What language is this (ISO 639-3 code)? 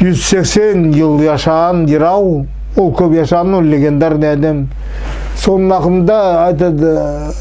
nog